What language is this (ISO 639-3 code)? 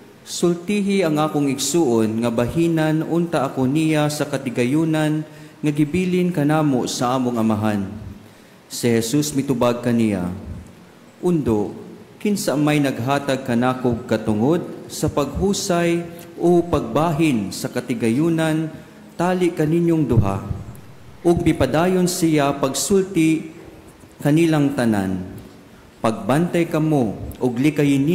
ceb